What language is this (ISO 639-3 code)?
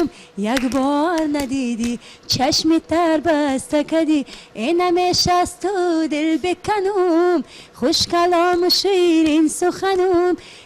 tgk